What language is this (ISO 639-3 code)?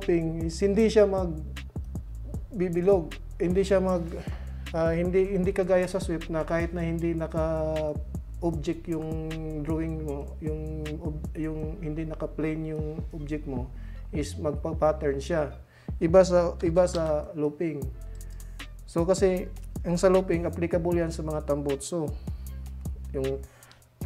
fil